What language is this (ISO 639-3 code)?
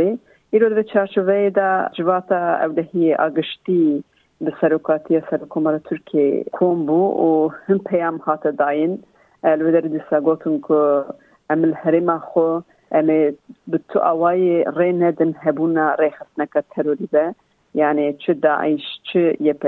kur